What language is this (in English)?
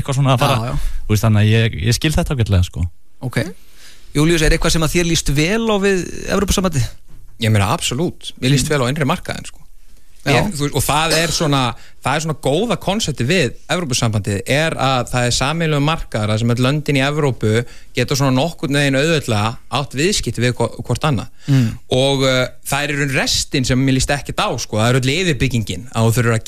Icelandic